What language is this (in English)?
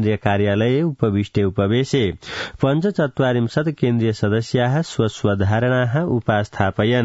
Sanskrit